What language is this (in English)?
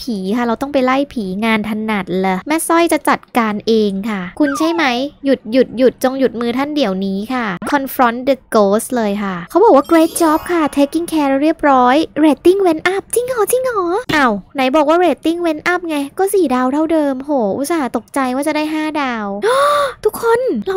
Thai